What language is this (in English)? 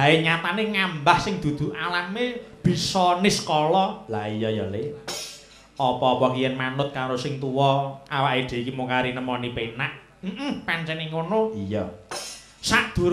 Javanese